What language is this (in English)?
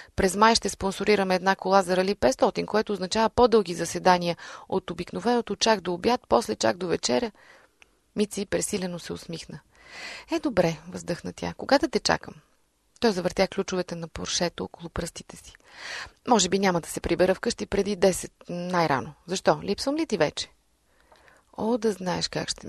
Bulgarian